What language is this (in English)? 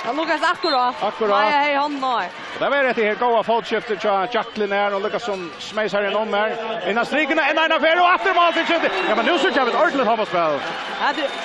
Faroese